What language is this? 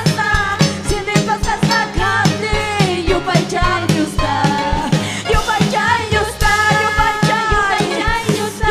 Ayacucho Quechua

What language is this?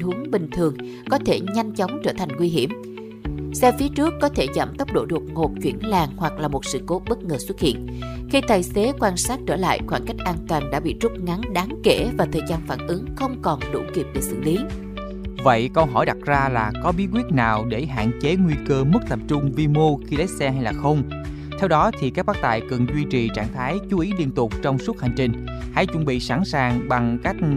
Vietnamese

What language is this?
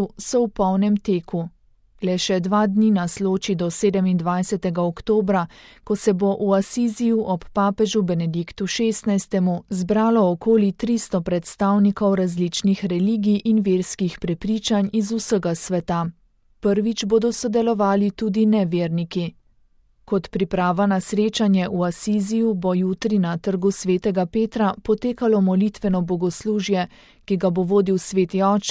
Slovenian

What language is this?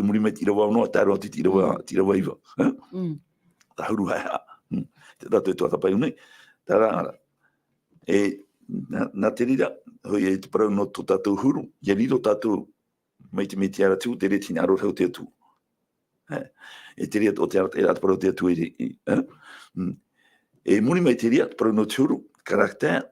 Tahitian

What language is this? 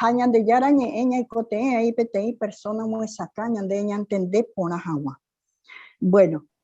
Guarani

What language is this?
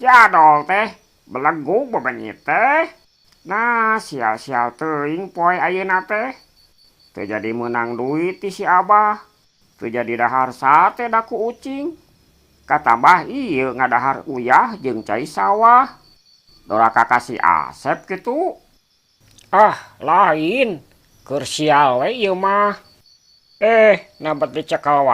Sundanese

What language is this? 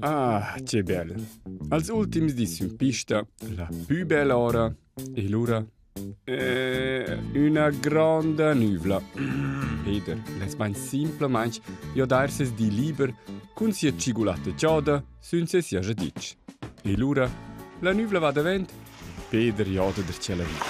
Romansh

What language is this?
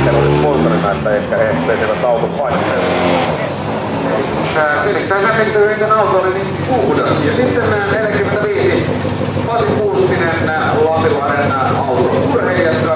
Finnish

